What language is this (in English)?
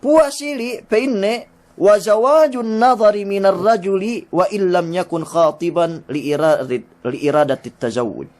Yakan